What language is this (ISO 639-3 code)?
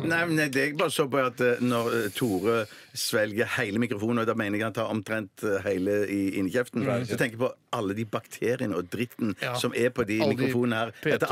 nor